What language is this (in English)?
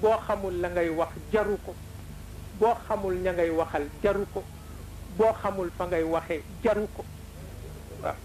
Wolof